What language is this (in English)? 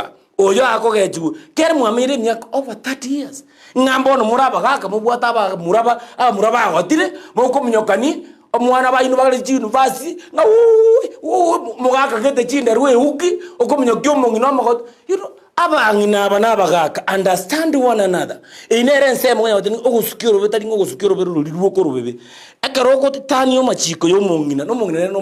Gusii